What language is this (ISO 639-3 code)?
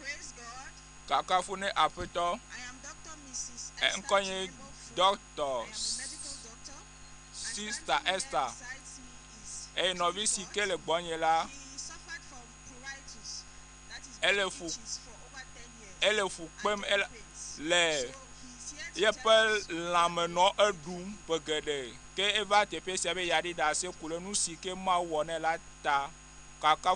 ewe